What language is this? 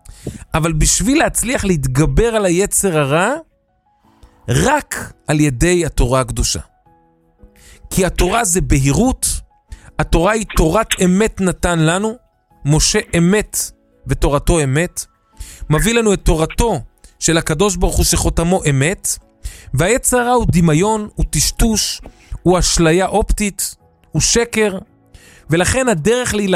Hebrew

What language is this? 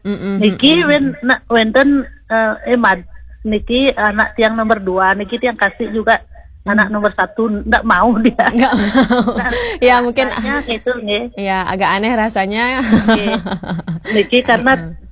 Balinese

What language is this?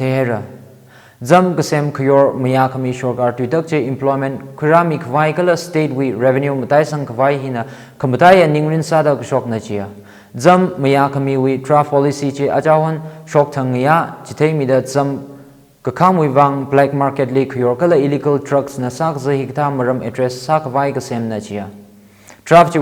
Tangkhul Naga (India)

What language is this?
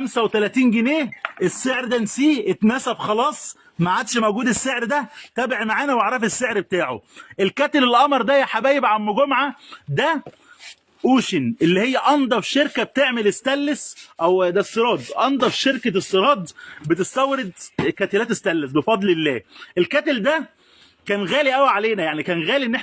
Egyptian Arabic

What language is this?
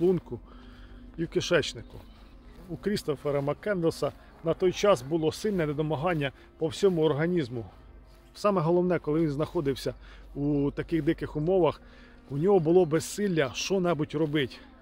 Ukrainian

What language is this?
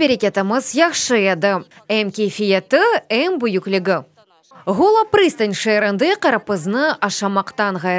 Crimean Tatar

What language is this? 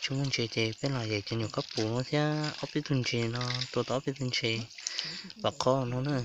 Hmong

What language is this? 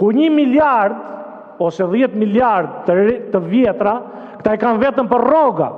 Albanian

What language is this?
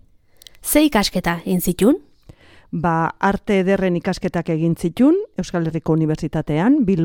Basque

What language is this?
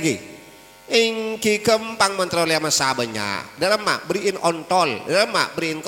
Madurese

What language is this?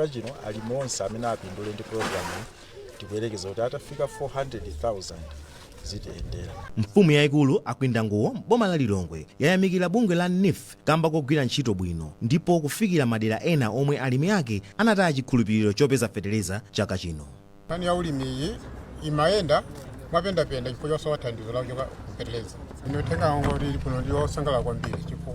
Nyanja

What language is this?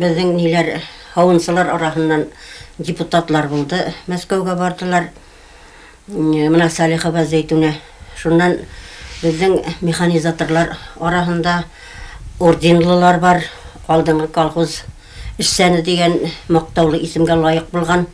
Bashkir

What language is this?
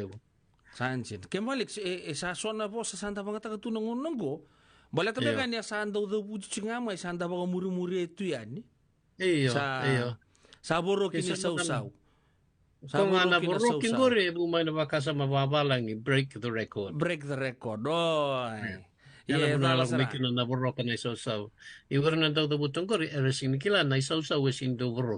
Fijian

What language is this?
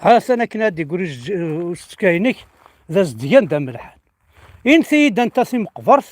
Kabyle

